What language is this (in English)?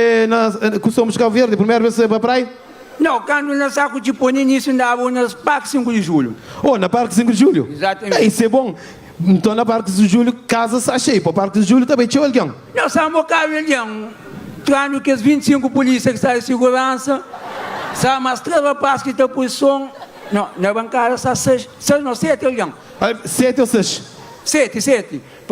Kabuverdianu